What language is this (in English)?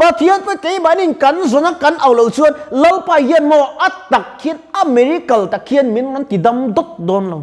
Mizo